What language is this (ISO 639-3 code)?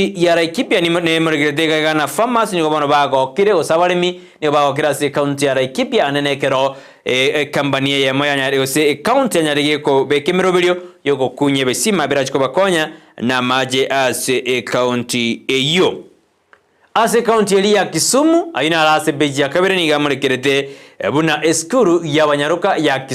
guz